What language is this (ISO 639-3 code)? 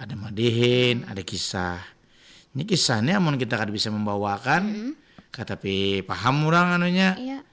bjn